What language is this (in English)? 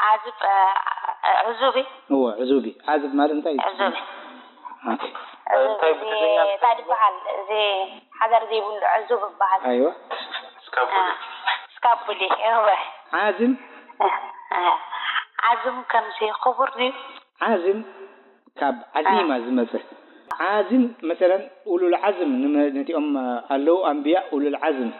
Tigrinya